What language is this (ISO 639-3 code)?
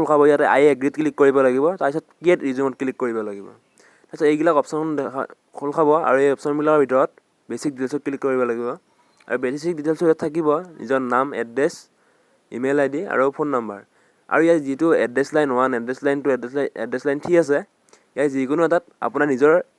asm